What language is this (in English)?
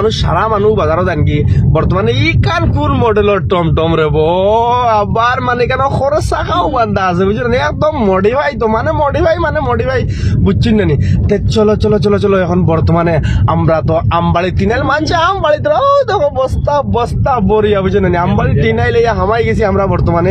Sylheti